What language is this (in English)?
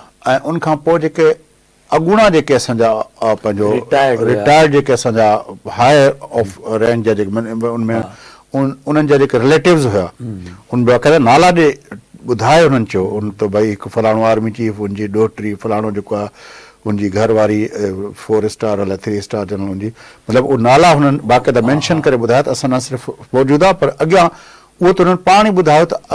Sindhi